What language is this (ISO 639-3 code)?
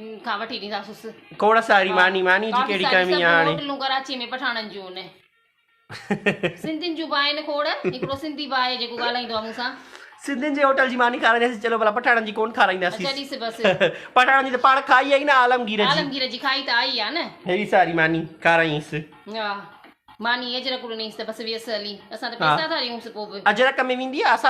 snd